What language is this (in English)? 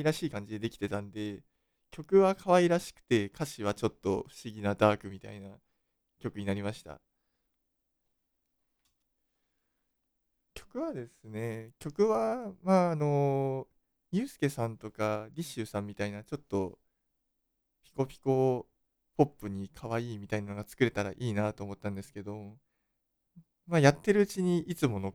Japanese